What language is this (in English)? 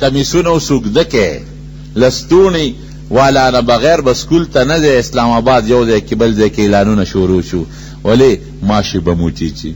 Pashto